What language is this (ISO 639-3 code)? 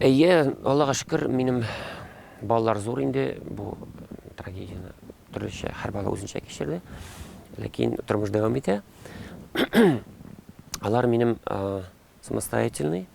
tat